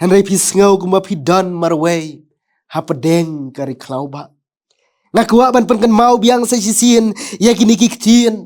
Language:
Khasi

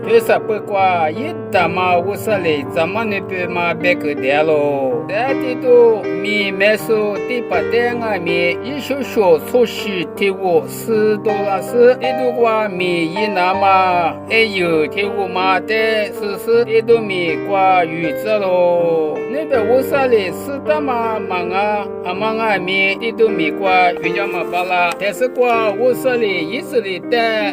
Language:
Lisu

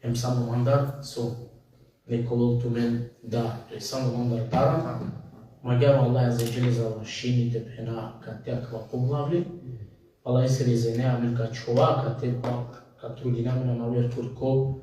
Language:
Balkan Romani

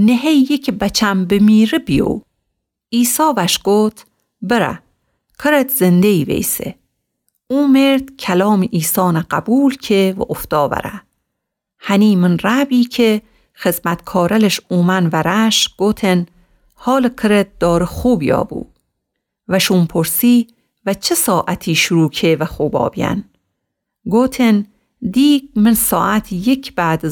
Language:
Gilaki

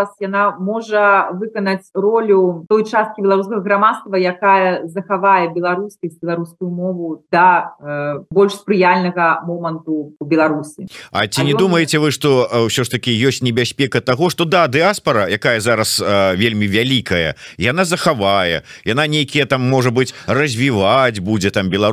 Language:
Belarusian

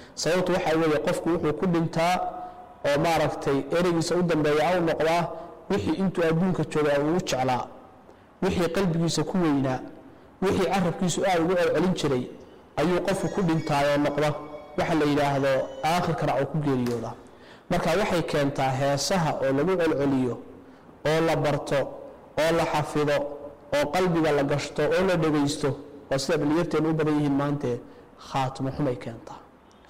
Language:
Somali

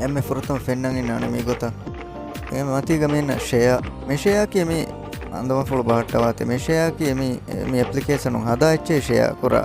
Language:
Divehi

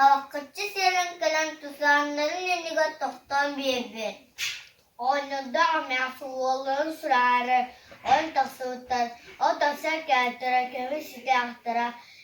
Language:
Yakut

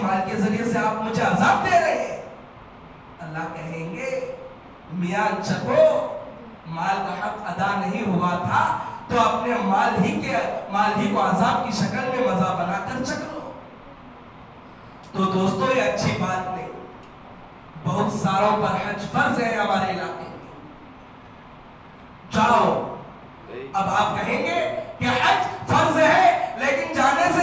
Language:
Hindi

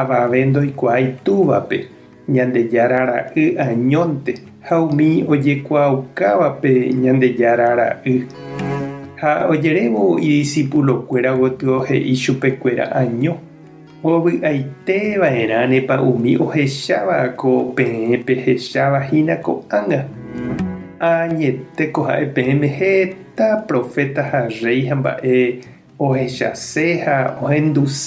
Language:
Guarani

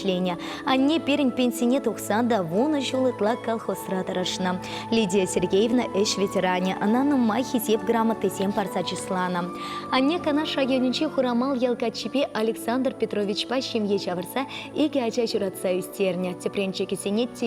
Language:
Chuvash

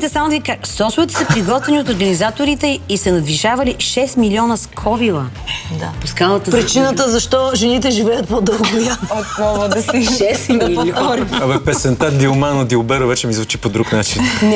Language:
Bulgarian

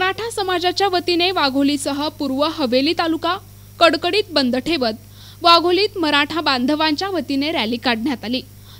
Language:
Marathi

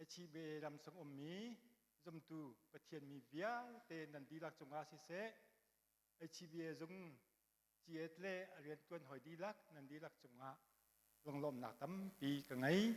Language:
Hakha Chin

